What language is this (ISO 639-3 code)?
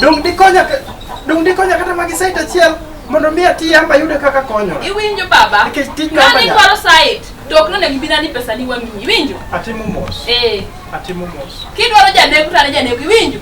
luo